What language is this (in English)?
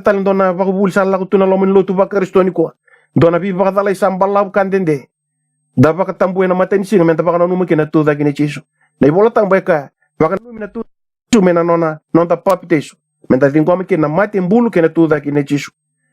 Fijian